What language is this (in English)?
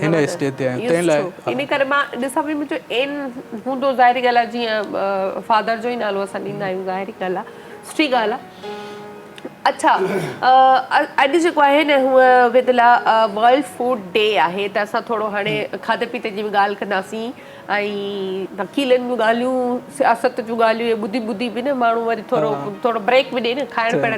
Sindhi